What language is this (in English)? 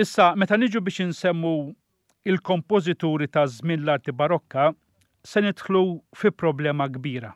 Maltese